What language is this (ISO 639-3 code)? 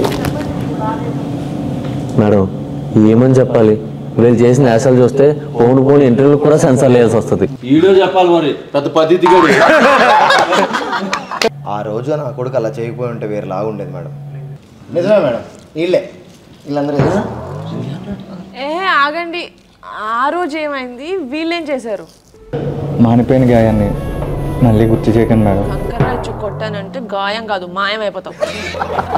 tel